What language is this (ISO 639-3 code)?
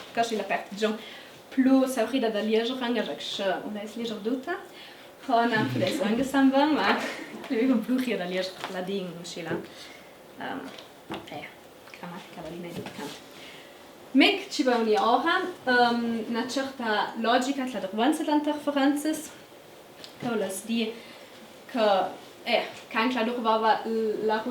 lld